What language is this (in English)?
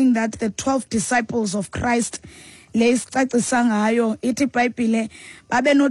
Xhosa